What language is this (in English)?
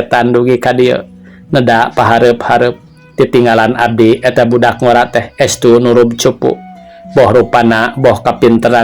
Sundanese